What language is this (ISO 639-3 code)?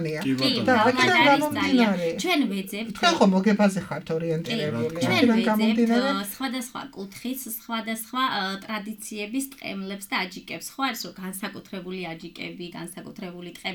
kat